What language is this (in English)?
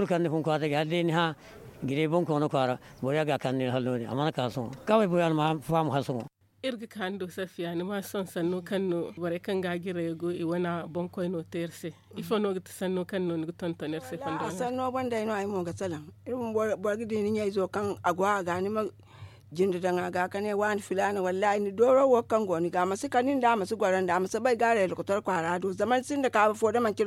Zarma